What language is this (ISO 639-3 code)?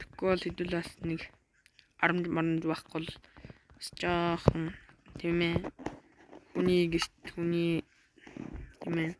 mon